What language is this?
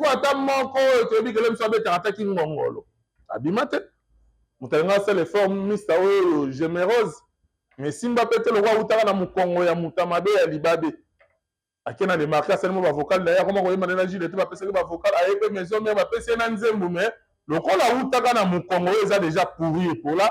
Lingala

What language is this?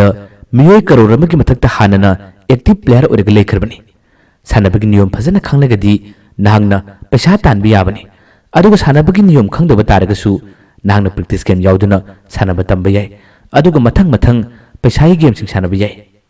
Manipuri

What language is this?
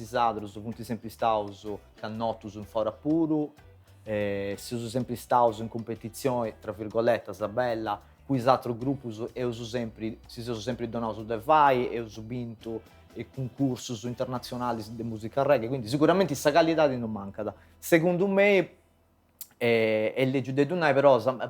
Sardinian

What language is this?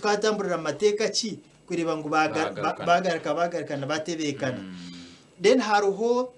Nyankole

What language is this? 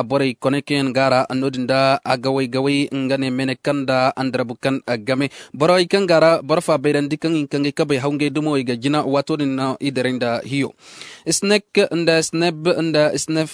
Zarma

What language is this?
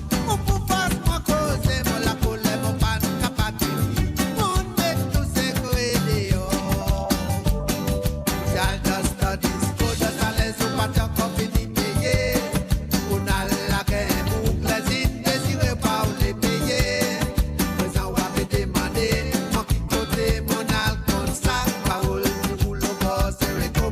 Morisyen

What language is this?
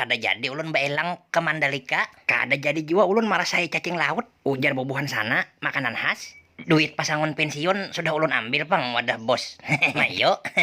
Banjar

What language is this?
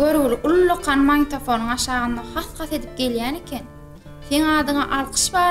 Turkmen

